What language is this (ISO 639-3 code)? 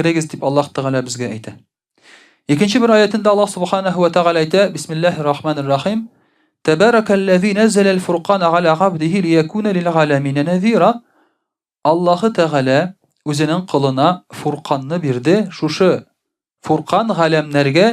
tat